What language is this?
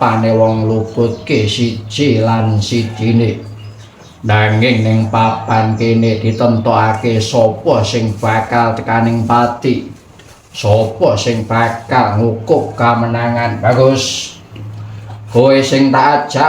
Javanese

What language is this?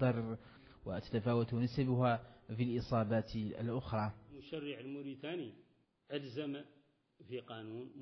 Arabic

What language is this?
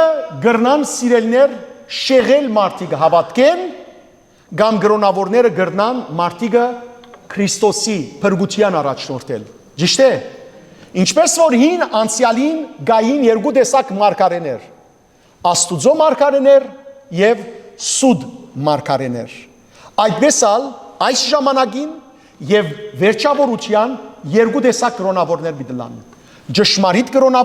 Western Armenian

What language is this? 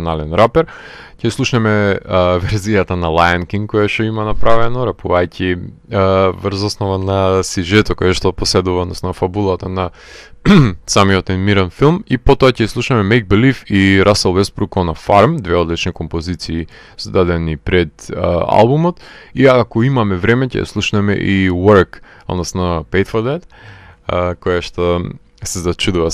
Macedonian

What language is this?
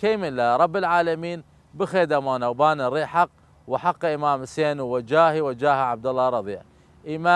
Southern Kurdish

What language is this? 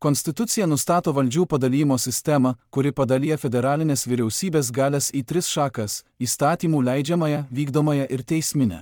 Lithuanian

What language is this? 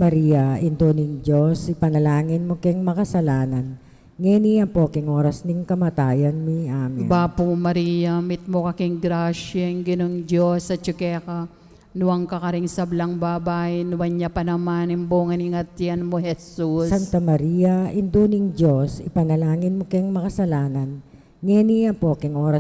Pampanga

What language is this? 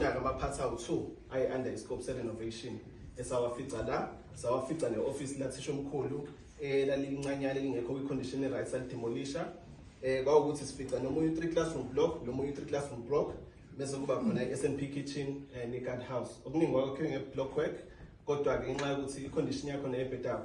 Zulu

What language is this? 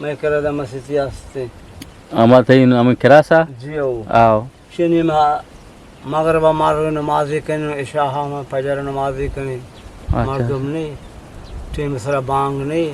Eastern Balochi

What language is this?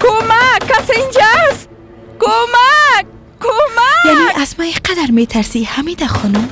Persian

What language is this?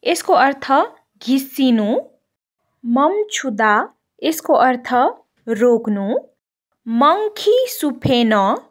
Nepali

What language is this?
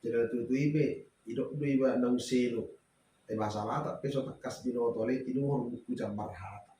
Batak Toba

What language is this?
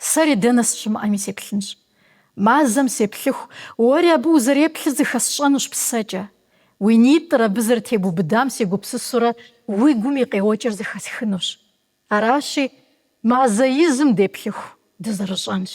Kabardian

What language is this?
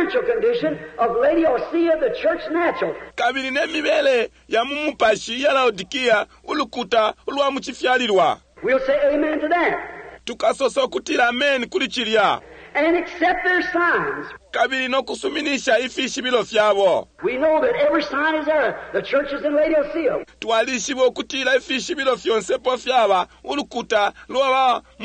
Bemba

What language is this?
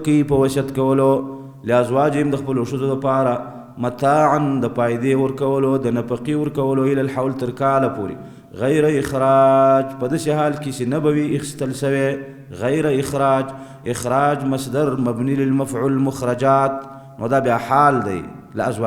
Pashto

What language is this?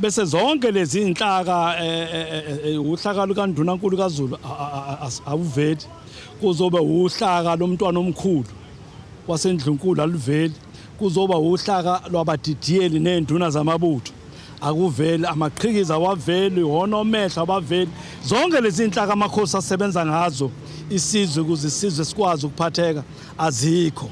Zulu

